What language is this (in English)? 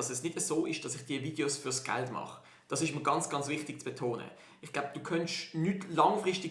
Swiss German